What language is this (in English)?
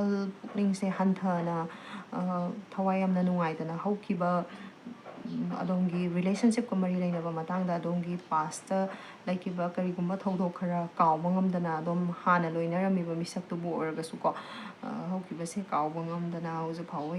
Manipuri